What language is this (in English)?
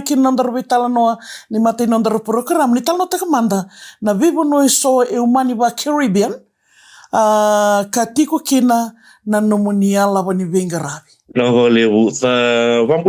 Fijian